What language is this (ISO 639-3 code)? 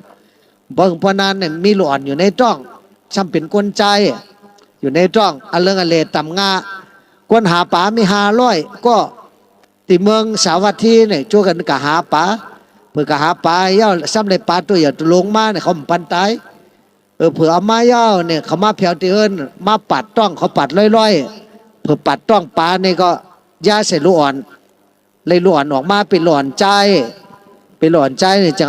shn